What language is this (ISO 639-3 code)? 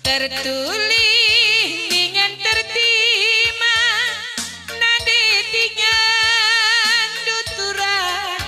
btx